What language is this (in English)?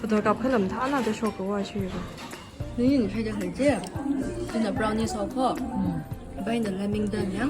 Tangkhul Naga (India)